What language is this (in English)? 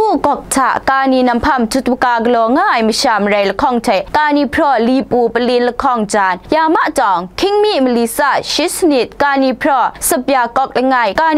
Kachin